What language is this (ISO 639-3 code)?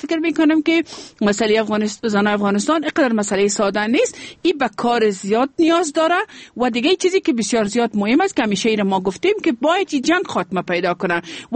fas